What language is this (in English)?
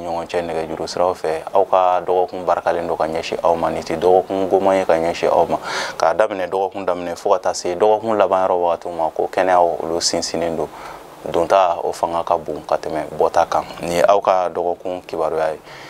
Bambara